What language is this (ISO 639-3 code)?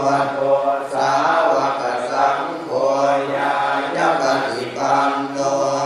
pli